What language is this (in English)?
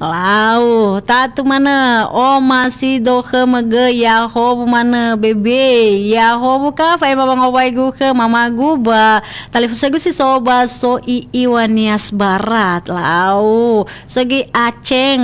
Nias